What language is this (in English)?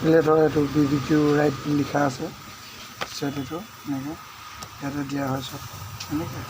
Assamese